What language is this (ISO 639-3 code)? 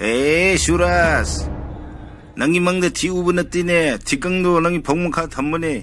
mni